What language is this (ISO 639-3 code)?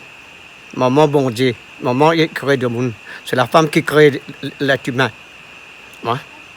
rcf